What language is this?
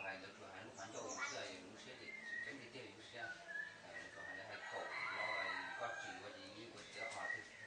Hmong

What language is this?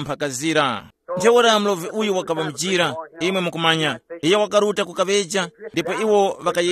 Tumbuka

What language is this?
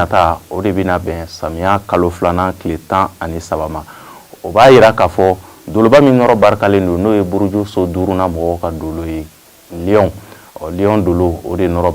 Bambara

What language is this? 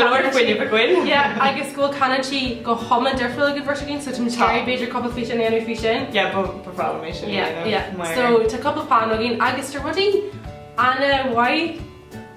Irish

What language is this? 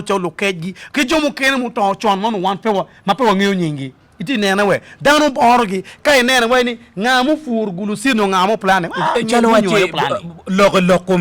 Acoli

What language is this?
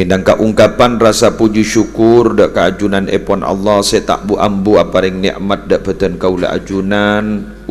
Madurese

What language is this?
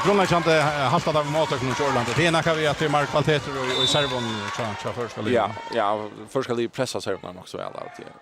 Faroese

